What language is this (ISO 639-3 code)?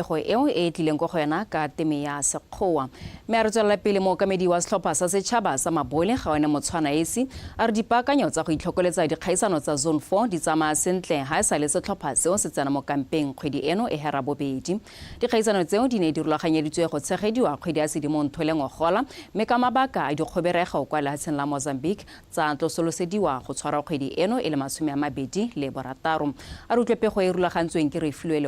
tsn